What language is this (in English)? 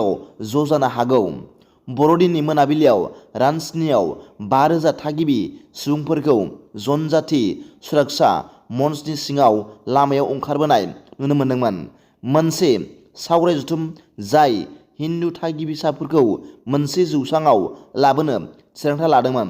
Bodo